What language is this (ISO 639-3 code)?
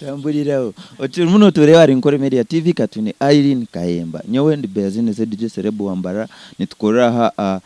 nyn